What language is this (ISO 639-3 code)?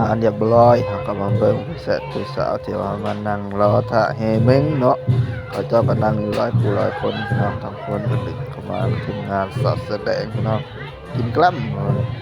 tts